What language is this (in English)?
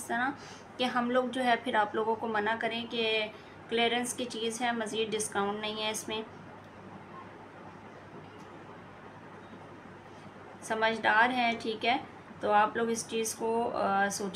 Hindi